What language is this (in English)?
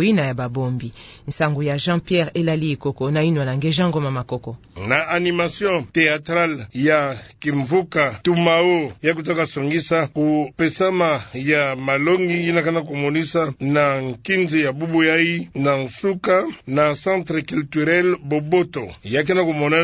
Kituba (Democratic Republic of Congo)